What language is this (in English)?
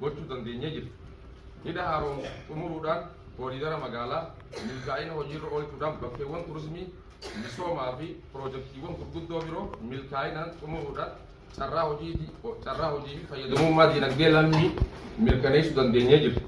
Oromo